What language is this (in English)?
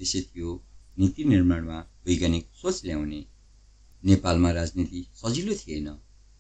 Nepali